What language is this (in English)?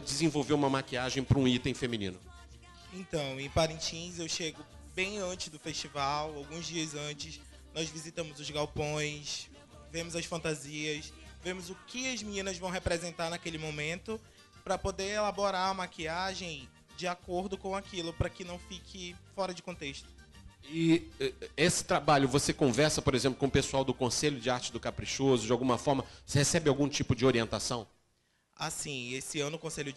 Portuguese